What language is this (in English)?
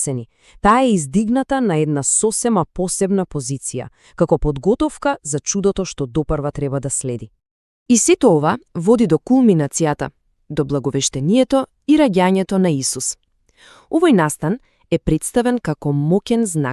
Macedonian